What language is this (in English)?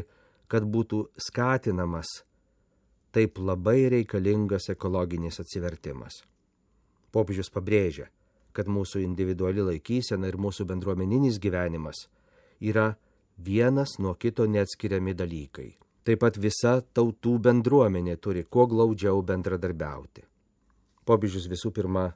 Lithuanian